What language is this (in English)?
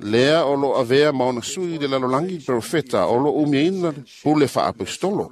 Samoan